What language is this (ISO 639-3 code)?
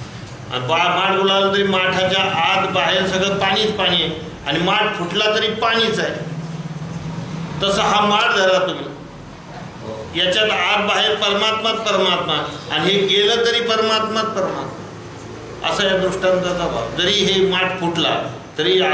mar